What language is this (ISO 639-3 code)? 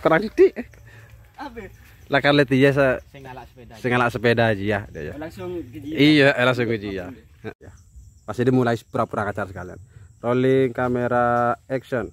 mad